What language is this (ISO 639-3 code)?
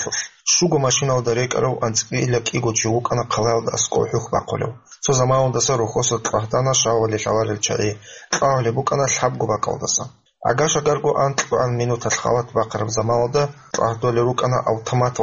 ava